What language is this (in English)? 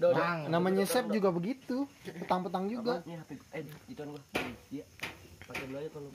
Betawi